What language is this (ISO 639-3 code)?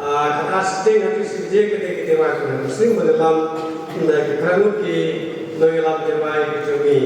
kha